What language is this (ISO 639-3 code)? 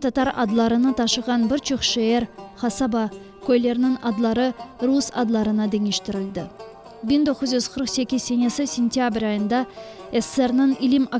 crh